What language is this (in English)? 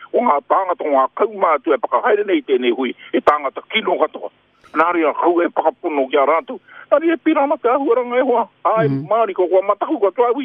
Māori